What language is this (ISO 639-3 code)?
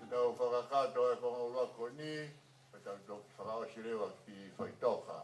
ton